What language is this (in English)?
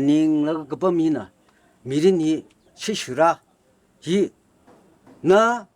Tangkhul Naga (India)